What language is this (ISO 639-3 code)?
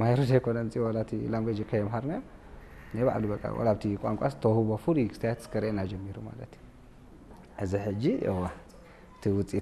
tir